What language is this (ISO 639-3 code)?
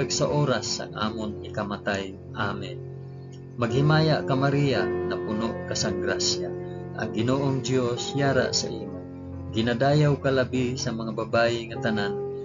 hil